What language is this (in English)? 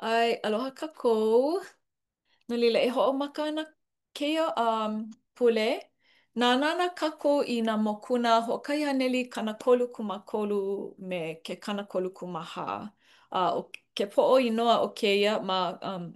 Hawaiian